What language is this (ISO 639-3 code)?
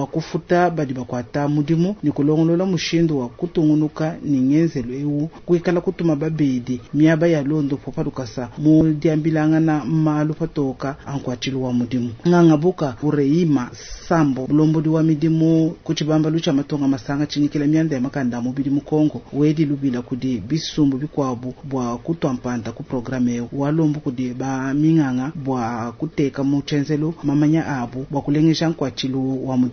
lua